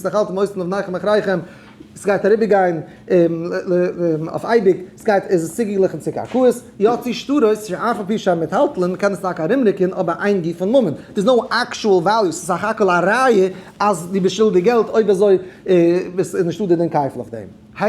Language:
Yiddish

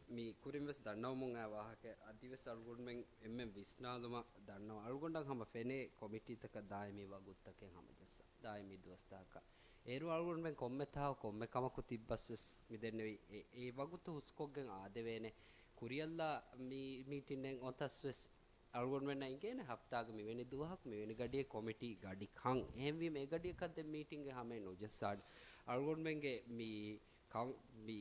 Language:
Divehi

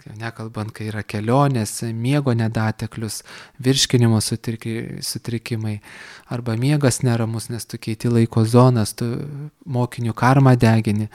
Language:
Lithuanian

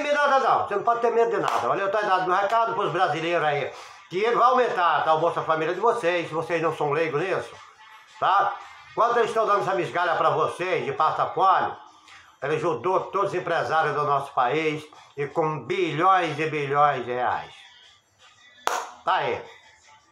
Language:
Portuguese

